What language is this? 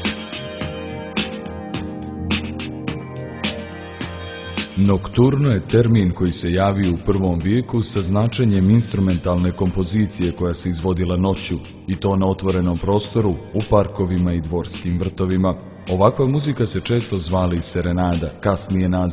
Serbian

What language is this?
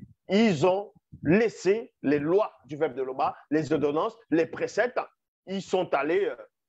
French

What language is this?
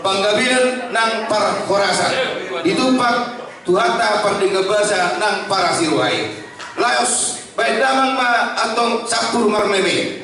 Batak Toba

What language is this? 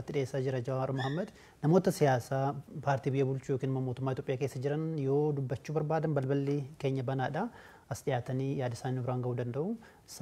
Oromo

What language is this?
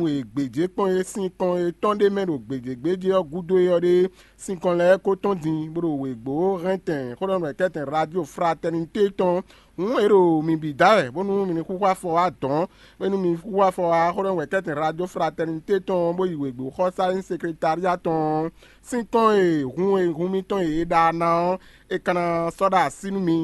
Fon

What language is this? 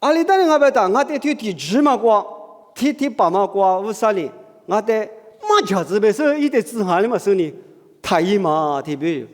Lisu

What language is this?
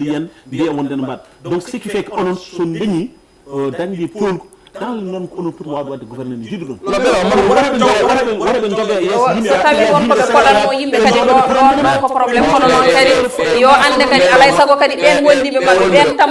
Fula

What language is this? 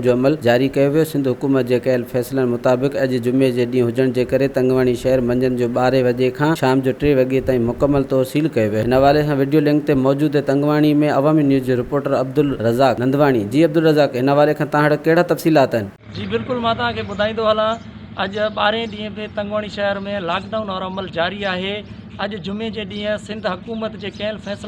Sindhi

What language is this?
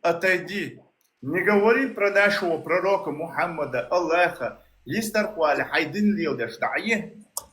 Chechen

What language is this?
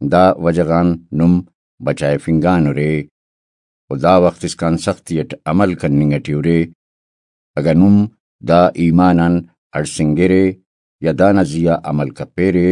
Brahui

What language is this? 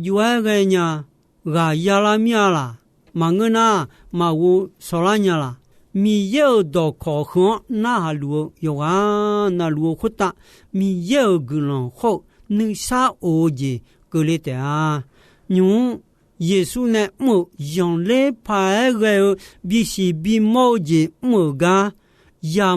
Akha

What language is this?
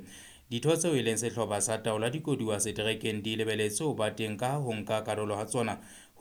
Southern Sotho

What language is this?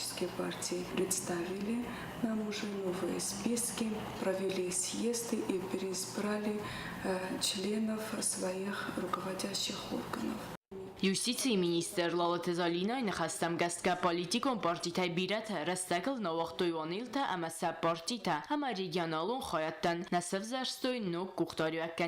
Ossetic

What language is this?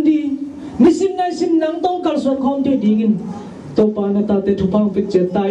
Tedim Chin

